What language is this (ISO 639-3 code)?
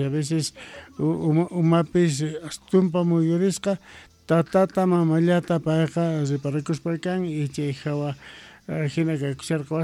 que